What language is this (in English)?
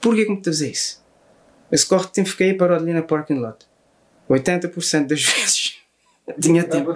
Kabuverdianu